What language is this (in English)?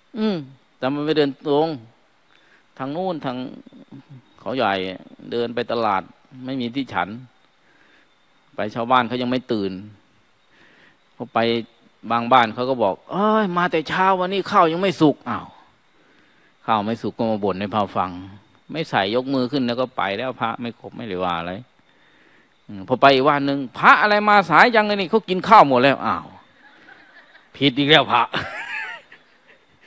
Thai